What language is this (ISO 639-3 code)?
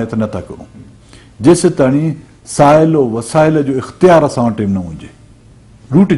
snd